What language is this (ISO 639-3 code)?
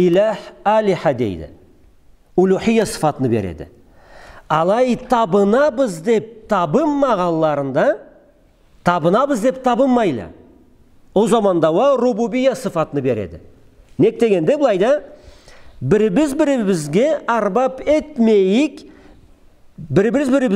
krc